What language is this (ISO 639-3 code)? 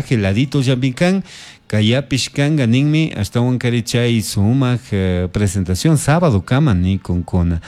qug